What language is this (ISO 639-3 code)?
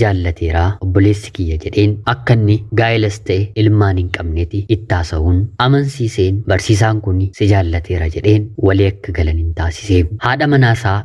orm